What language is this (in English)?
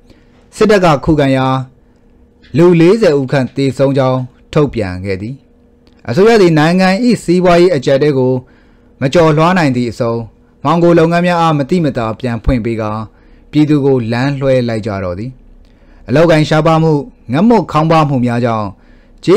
Burmese